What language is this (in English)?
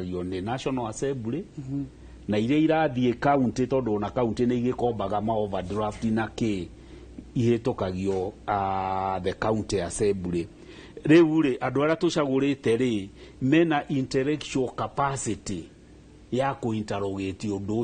Kikuyu